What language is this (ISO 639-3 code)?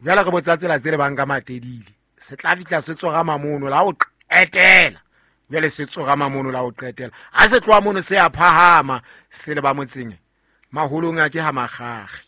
sot